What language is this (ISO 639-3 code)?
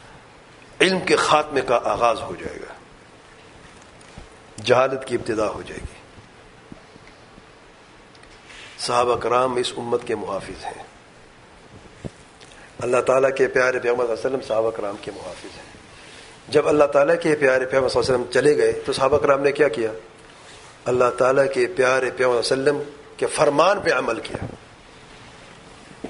urd